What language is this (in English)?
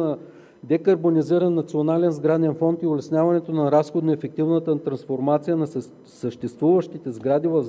Bulgarian